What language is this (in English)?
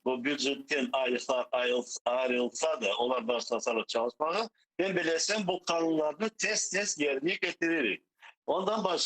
Crimean Tatar